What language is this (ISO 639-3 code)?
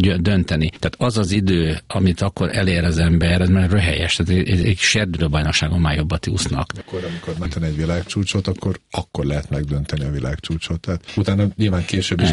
hun